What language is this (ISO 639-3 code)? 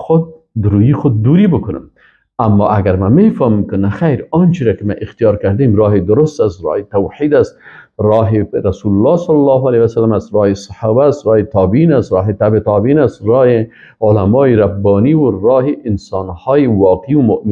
fas